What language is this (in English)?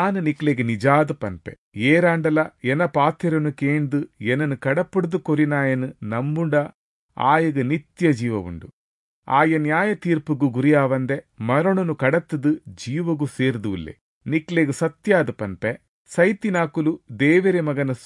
Tulu